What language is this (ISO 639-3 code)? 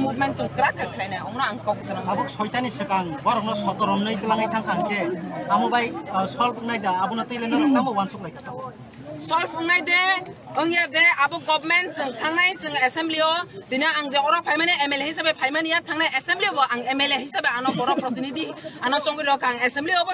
trp